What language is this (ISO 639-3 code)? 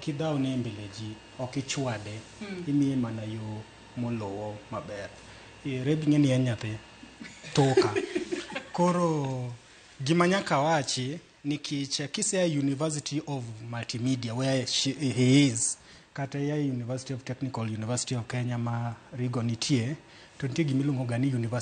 luo